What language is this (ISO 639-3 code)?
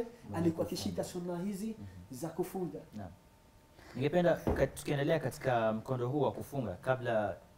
swa